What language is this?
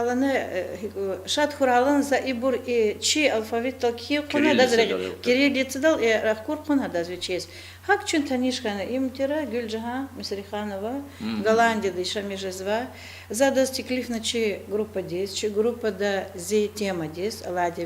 Lezghian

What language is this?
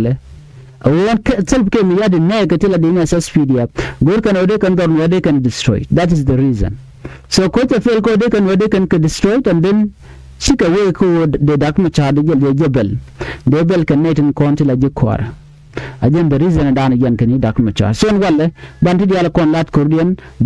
Nuer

